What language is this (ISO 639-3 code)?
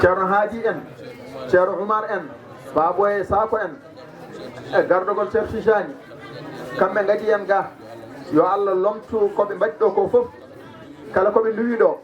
ful